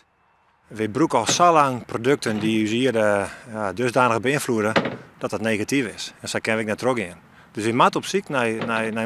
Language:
Western Frisian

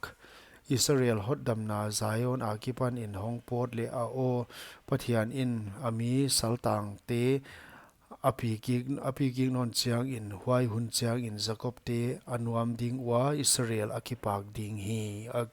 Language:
Paite Chin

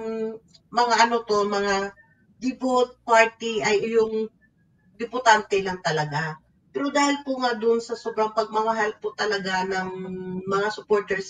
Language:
Filipino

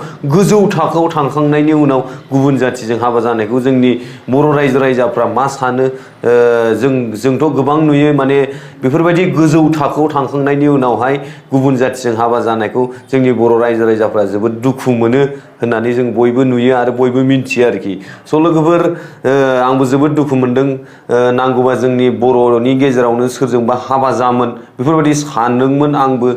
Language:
Bodo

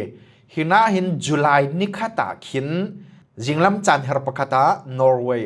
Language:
Falam Chin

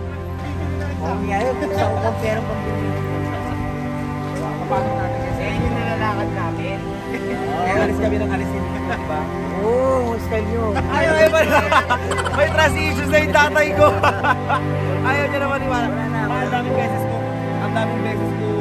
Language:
Filipino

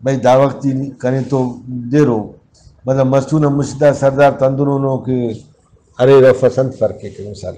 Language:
Brahui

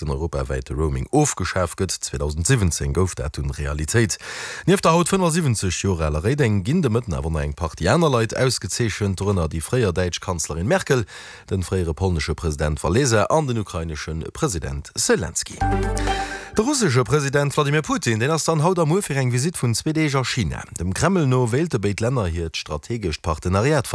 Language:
Luxembourgish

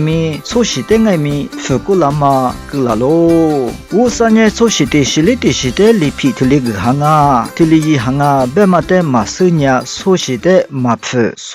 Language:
Lisu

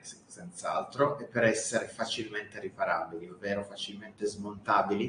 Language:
Italian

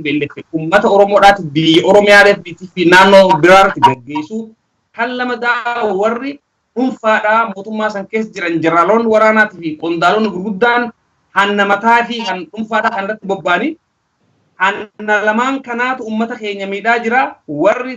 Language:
Oromo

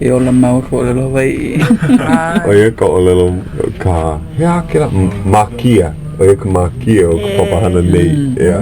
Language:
Hawaiian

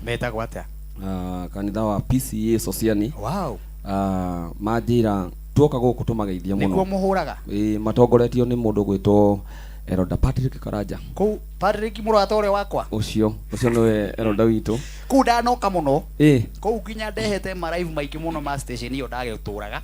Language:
Kikuyu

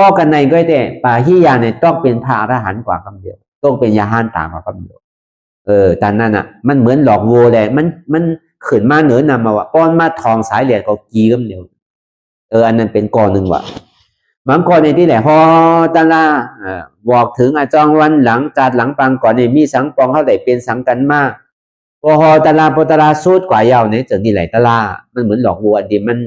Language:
Shan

